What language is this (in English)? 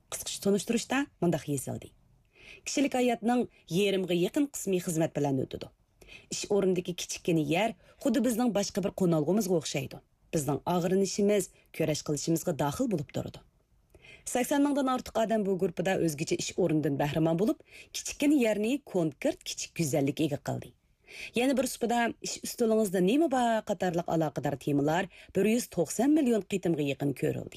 Uyghur